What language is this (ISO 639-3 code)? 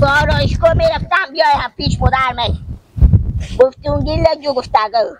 fas